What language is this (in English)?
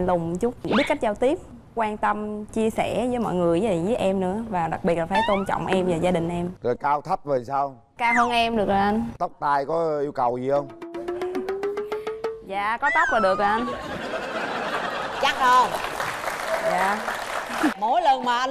Vietnamese